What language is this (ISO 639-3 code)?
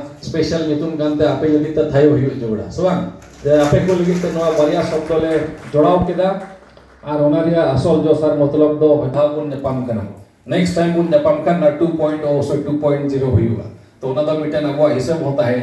sat